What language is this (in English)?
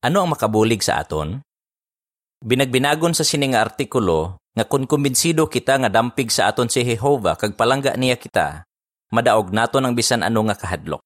Hiligaynon